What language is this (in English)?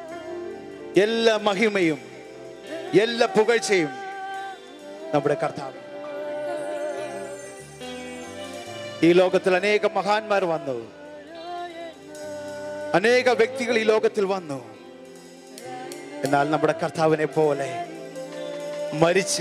Malayalam